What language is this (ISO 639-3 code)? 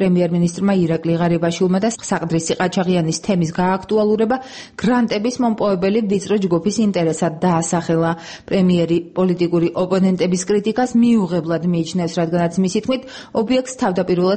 kat